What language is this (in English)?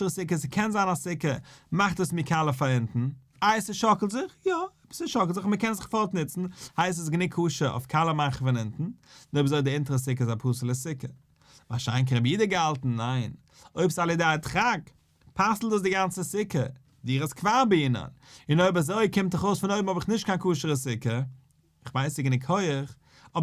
Yiddish